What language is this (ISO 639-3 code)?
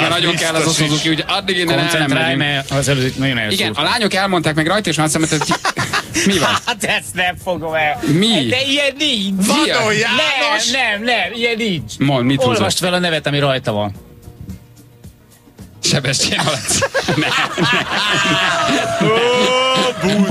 hun